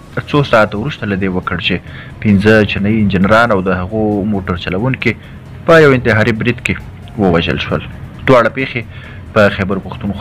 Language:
Pashto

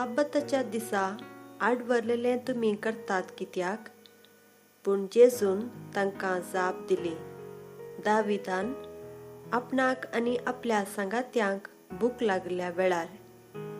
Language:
Konkani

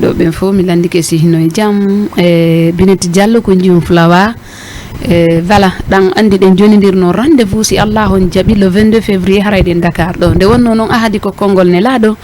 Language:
Fula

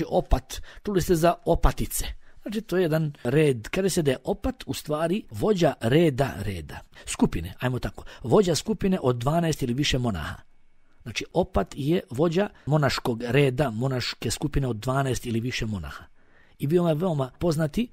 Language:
Bosnian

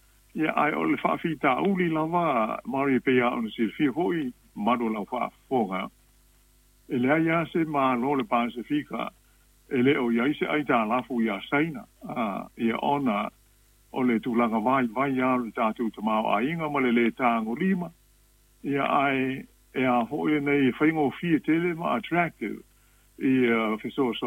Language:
Samoan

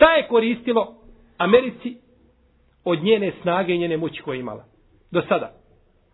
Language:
Bosnian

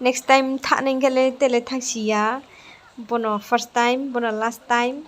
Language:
Riang (India)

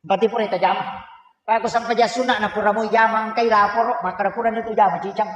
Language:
Buginese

